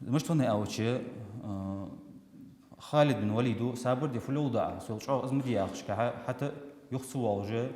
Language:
Ingush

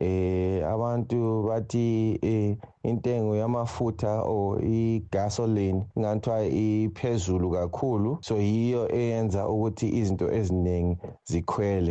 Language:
North Ndebele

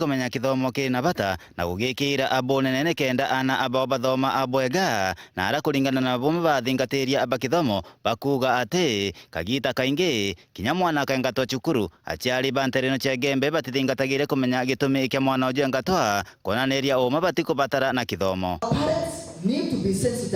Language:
Meru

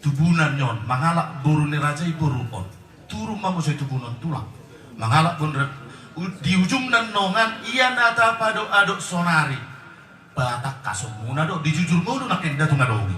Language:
Batak Toba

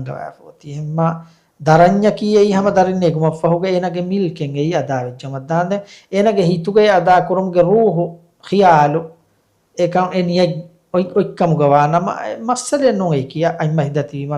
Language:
Divehi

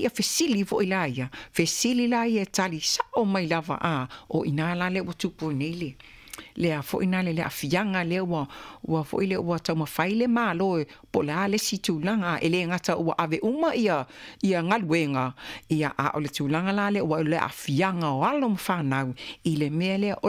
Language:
Samoan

